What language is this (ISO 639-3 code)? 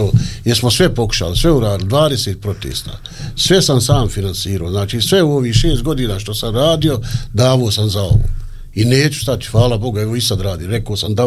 bos